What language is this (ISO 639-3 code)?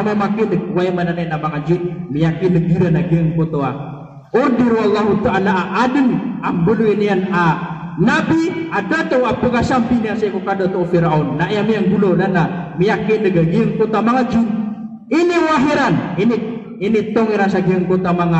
mrw